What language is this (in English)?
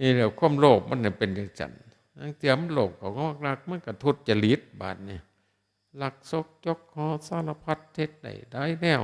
Northeastern Thai